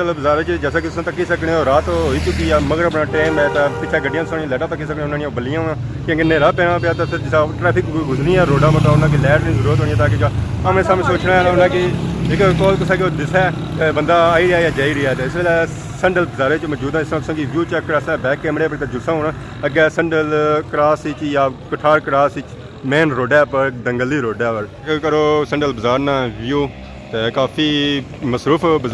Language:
Pahari-Potwari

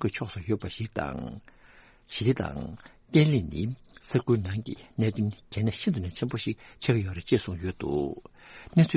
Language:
Tibetan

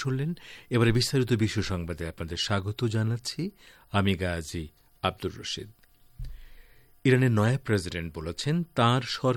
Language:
Bangla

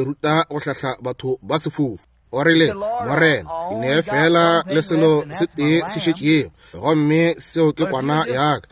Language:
Northern Sotho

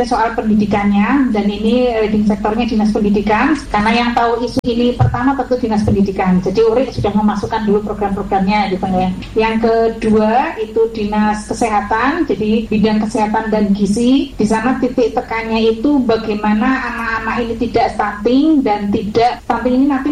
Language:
Indonesian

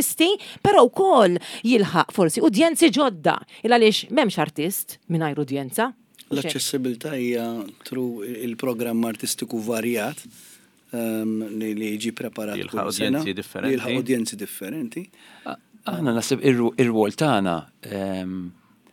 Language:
Maltese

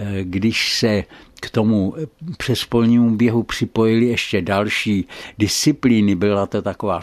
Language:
Czech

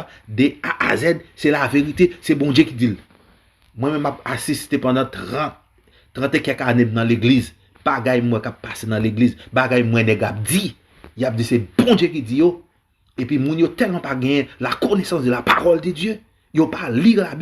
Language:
Haitian Creole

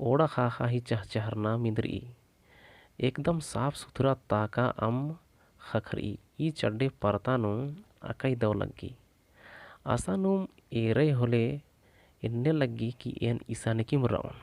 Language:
Kurukh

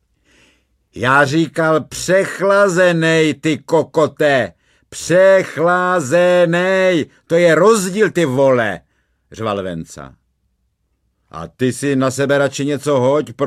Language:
Czech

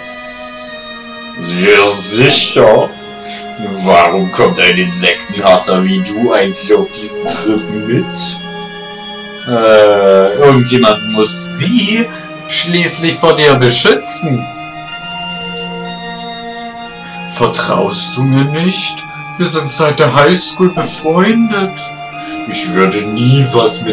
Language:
German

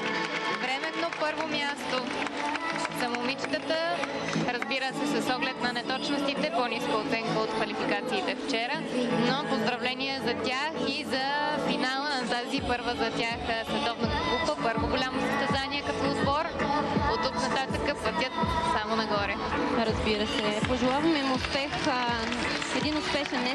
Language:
Bulgarian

